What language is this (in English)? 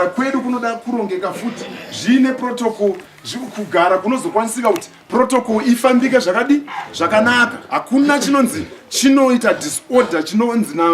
Shona